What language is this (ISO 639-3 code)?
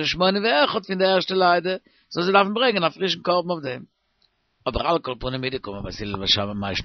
yid